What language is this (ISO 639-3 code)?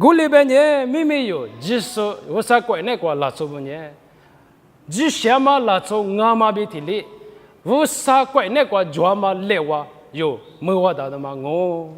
lis